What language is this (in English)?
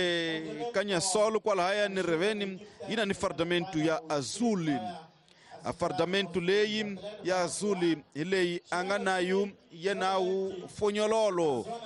Tsonga